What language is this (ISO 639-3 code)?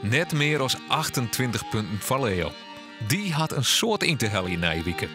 fry